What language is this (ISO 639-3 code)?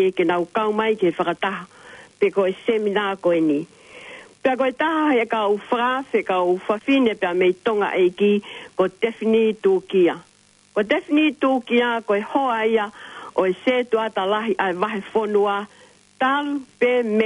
ton